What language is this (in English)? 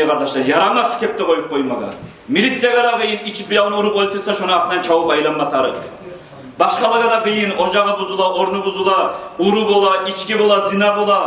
Kumyk